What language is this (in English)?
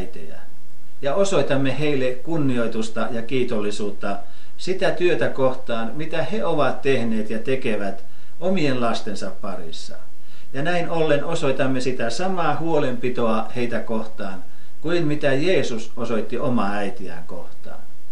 Finnish